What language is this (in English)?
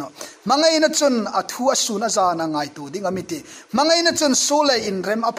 Hmar